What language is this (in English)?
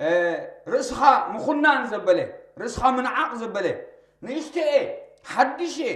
Tigrinya